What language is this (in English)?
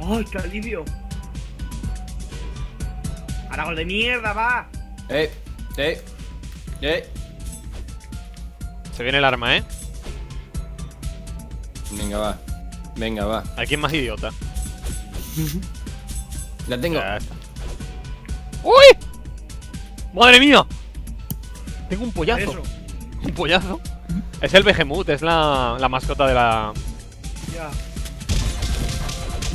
Spanish